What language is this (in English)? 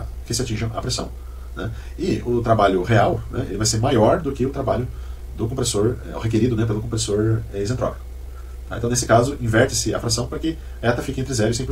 Portuguese